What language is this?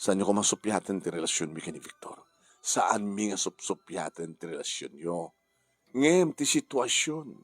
Iloko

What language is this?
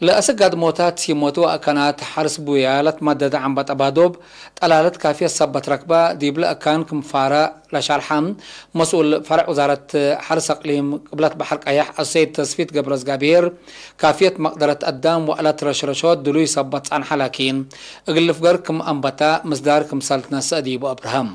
Tigre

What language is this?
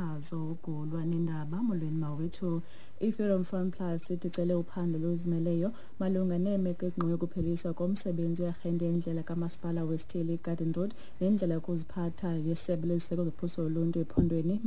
Xhosa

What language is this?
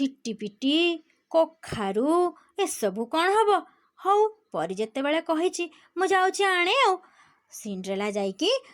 Odia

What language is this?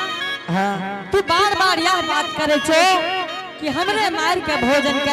Angika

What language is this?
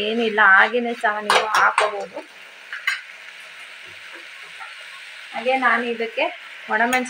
Kannada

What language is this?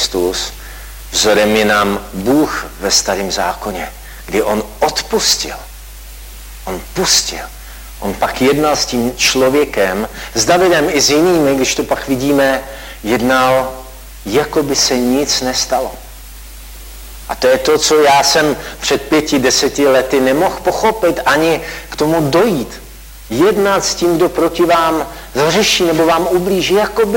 Czech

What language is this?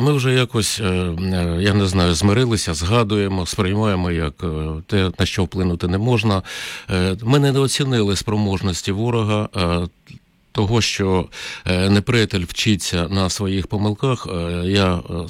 Ukrainian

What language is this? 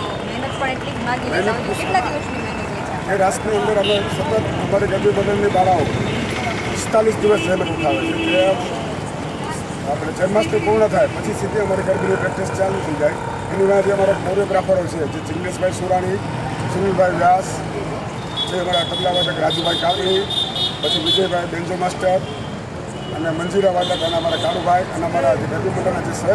Gujarati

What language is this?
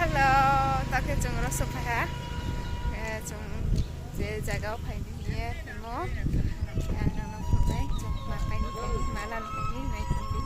Riang (India)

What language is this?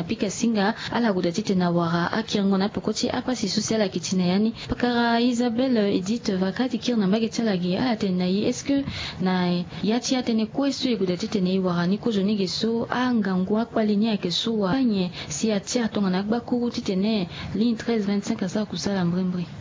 Sango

